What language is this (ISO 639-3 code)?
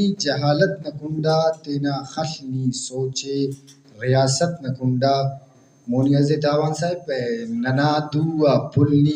brh